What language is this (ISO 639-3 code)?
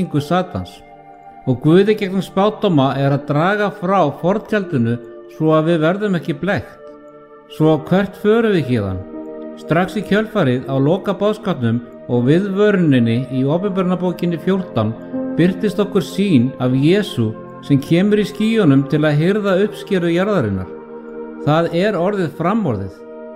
isl